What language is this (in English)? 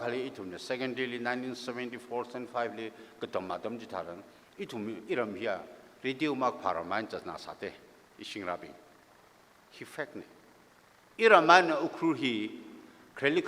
Tangkhul Naga (India)